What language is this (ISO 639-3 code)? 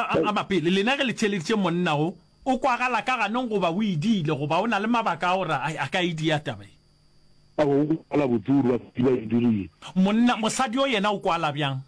nso